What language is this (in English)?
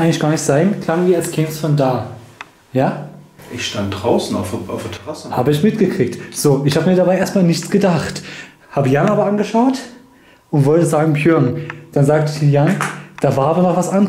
German